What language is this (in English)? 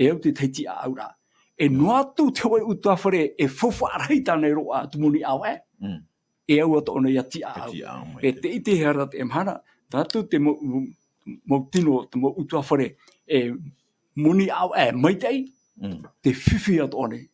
Tahitian